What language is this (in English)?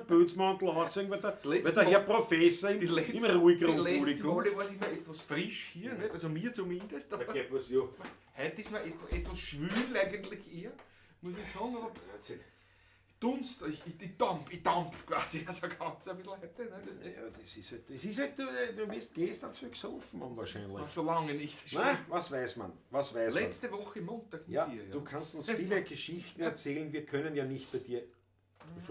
Bavarian